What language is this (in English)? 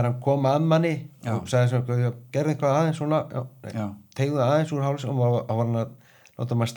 Icelandic